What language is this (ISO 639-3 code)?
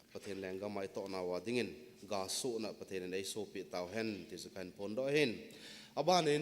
tcz